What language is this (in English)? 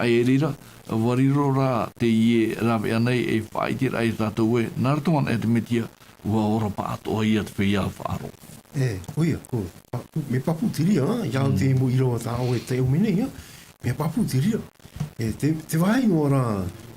Tahitian